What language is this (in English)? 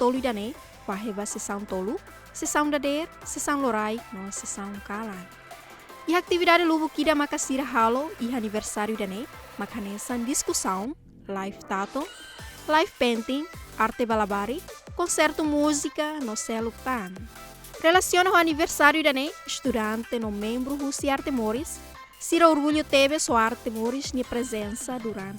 Tetum